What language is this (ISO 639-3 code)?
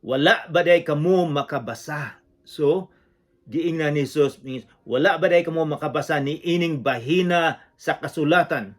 ceb